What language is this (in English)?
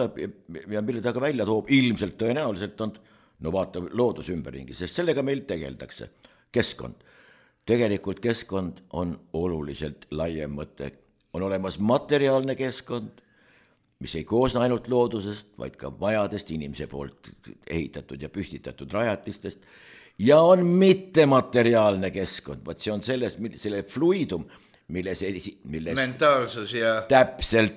Estonian